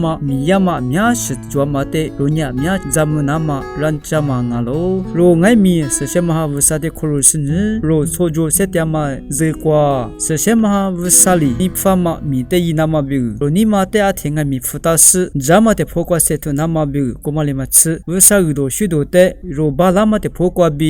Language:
Lisu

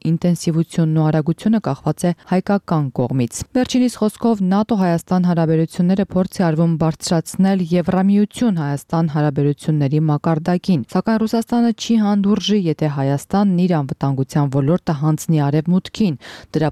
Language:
Armenian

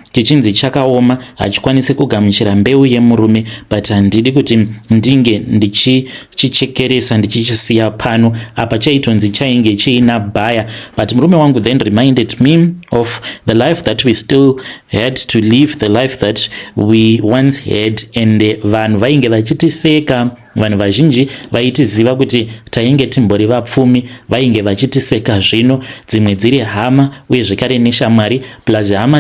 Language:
Shona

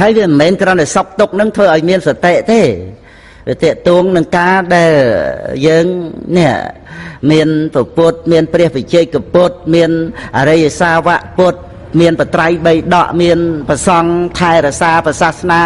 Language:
Khmer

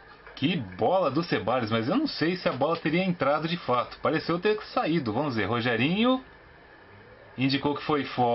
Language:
Portuguese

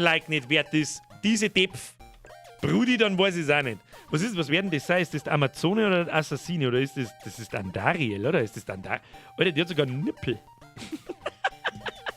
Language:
Bavarian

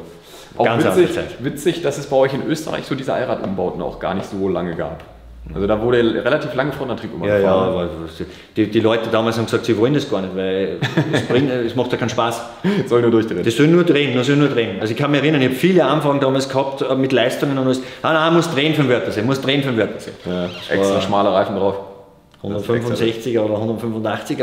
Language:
German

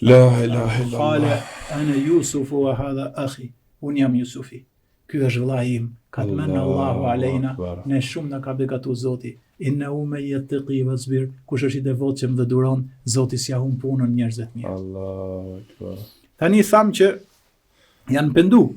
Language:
Albanian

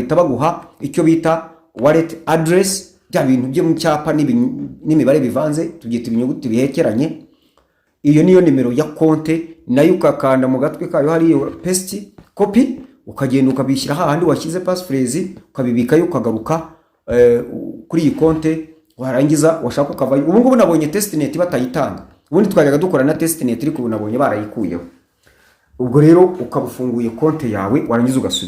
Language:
Kinyarwanda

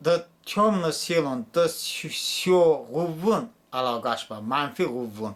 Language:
Talysh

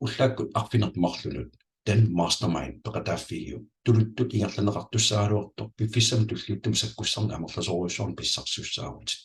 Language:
Kalaallisut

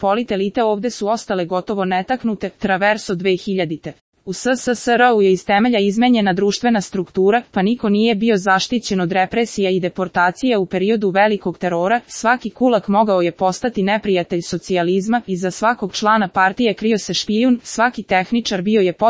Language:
Serbian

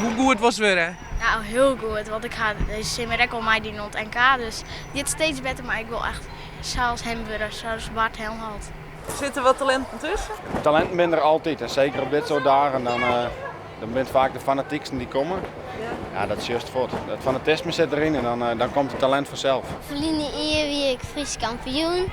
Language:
Western Frisian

